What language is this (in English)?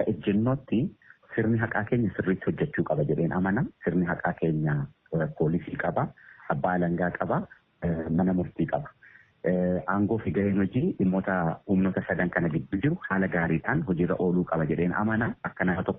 Oromo